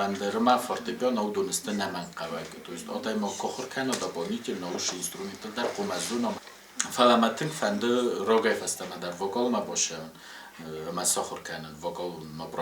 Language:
Ossetic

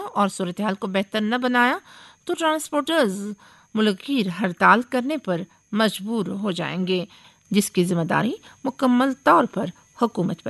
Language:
Urdu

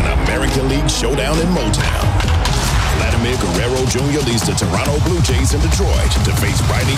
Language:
English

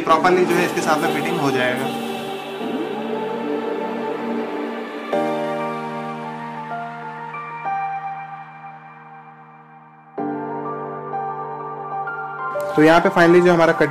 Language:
Hindi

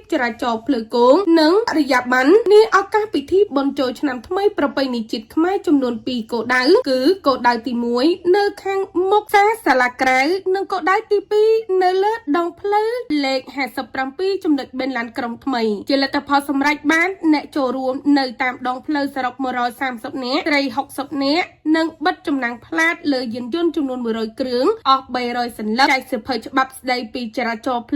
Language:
Khmer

